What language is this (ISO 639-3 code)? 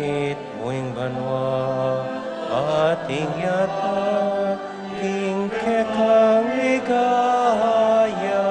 pam